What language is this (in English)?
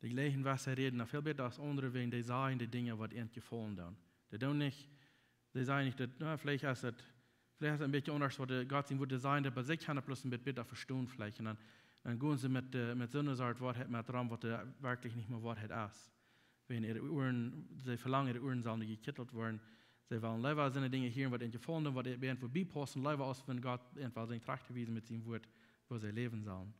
Plautdietsch